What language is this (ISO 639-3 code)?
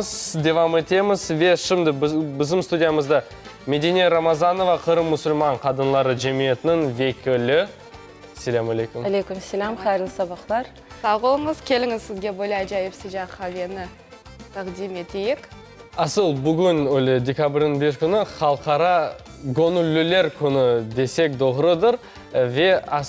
crh